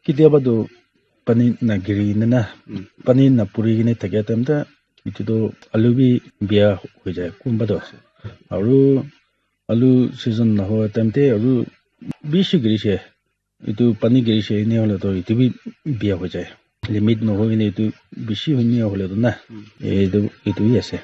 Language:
Naga Pidgin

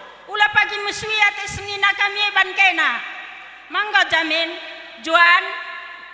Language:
Batak Karo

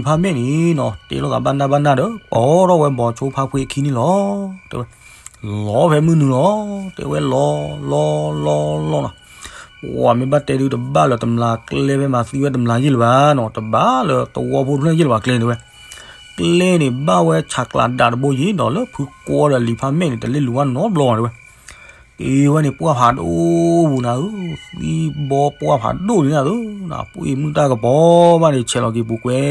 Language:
S'gaw Karen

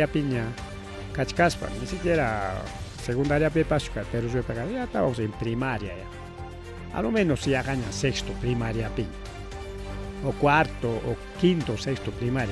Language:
Ayacucho Quechua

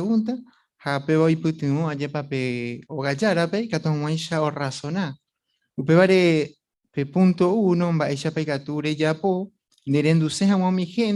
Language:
Guarani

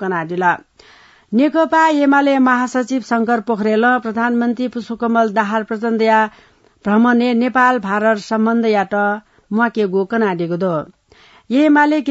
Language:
Newari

